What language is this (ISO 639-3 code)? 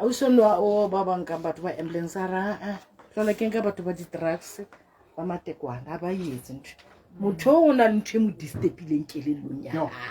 sot